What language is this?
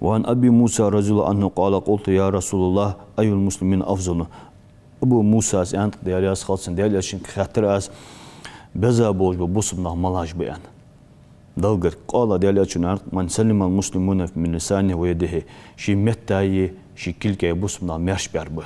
Ingush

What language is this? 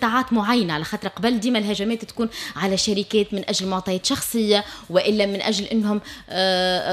Tunisian Arabic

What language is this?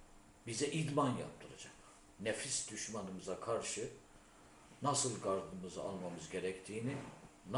Turkish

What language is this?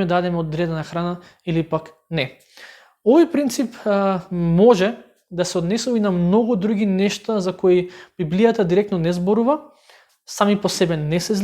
Macedonian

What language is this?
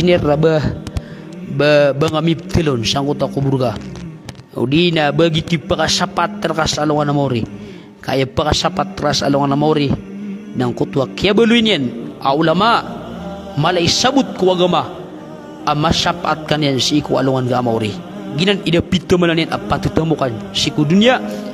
Maranao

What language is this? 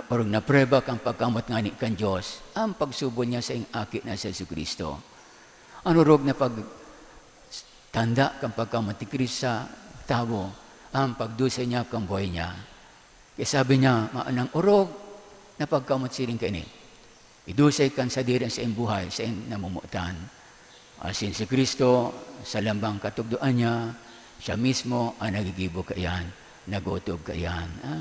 Bikol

